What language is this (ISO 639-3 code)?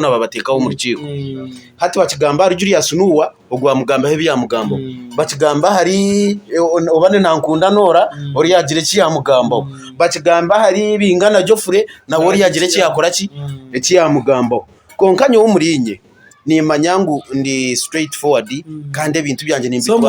nyn